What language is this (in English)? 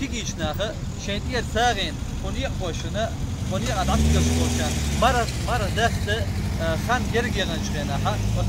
Chechen